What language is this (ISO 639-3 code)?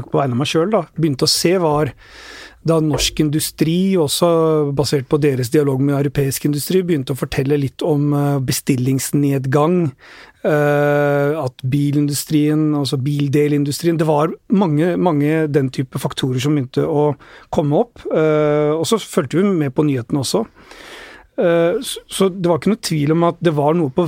nor